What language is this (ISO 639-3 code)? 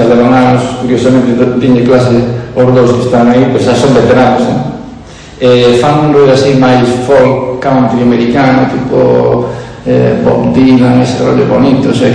glg